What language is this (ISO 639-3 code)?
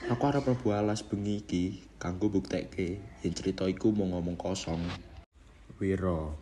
jav